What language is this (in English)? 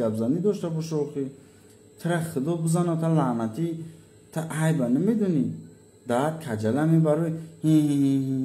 Tajik